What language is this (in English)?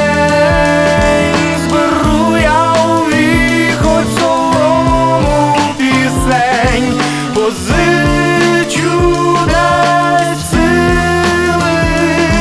Ukrainian